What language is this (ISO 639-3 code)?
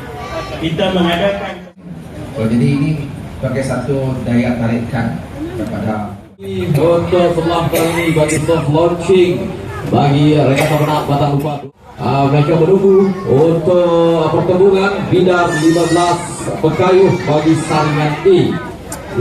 iba